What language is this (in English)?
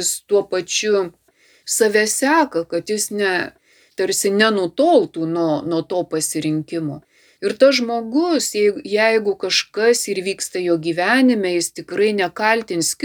Lithuanian